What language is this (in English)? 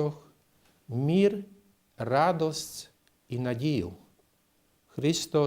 Rusyn